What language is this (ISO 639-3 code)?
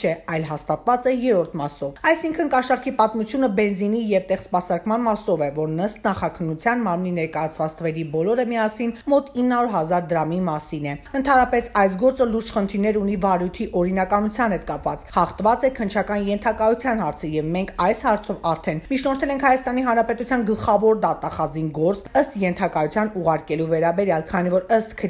hye